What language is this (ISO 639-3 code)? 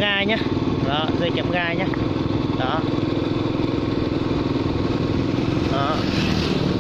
vie